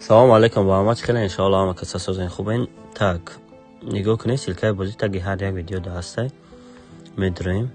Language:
Tajik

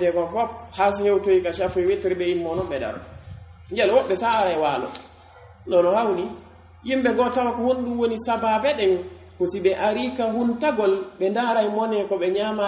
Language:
Pular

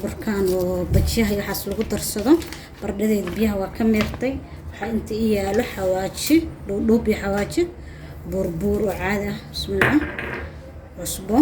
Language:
Somali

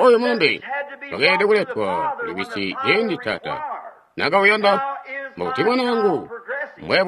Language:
Tonga (Zambia)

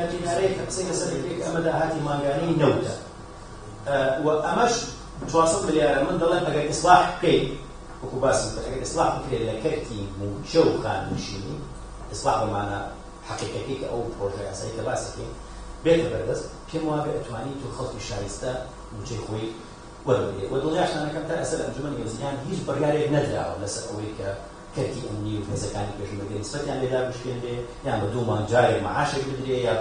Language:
Central Kurdish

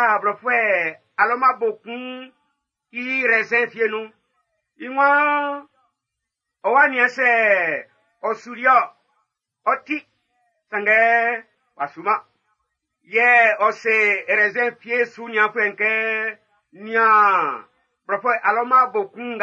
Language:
Baoulé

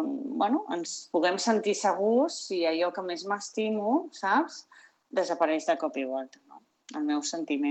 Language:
Catalan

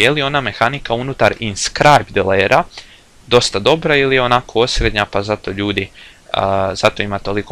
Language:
Croatian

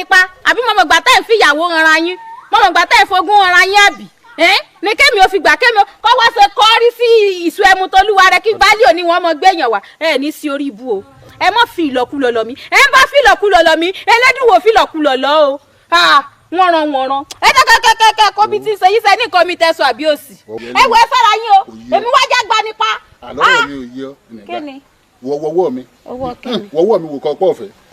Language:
Yoruba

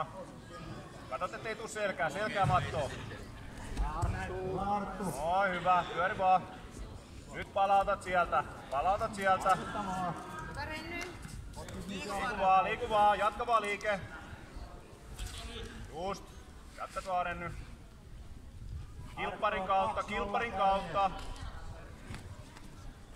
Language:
Finnish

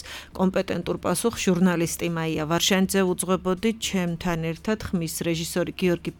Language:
Georgian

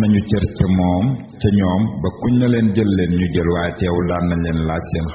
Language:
Wolof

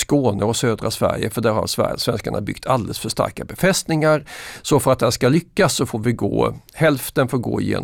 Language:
Swedish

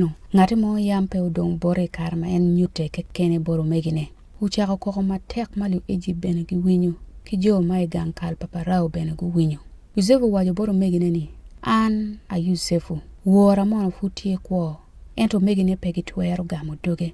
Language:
Acoli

